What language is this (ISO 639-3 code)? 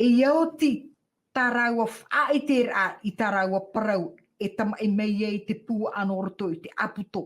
tah